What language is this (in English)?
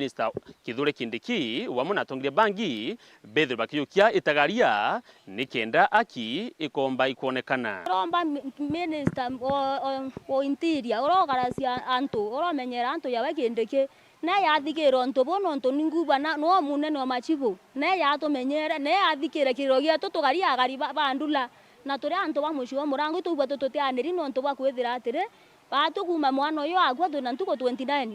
Meru